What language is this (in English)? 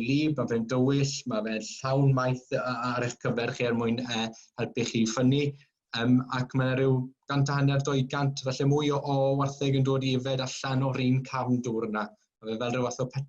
Welsh